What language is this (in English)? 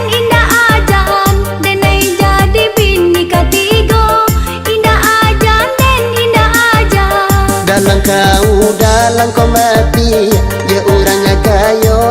Minangkabau